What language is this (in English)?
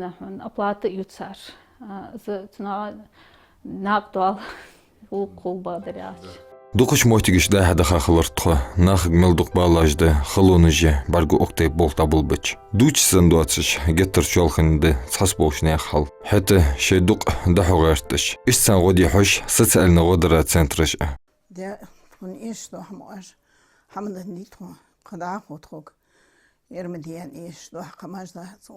Ingush